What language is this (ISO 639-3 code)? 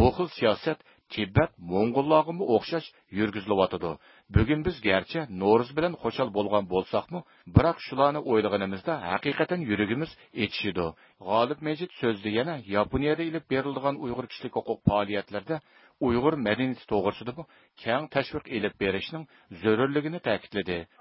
uig